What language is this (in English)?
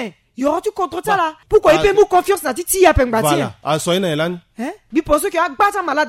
Sango